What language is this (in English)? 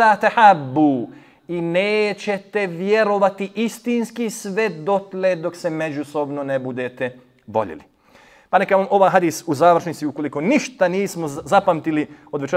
Bosnian